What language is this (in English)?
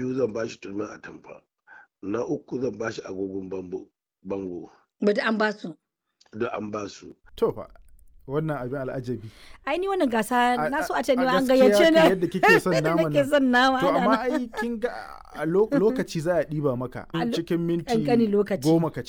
Hausa